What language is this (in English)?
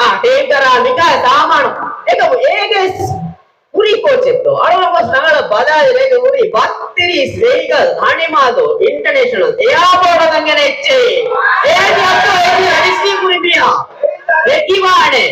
Divehi